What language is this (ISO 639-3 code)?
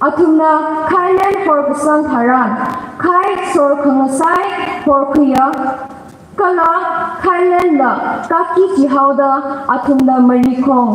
nmf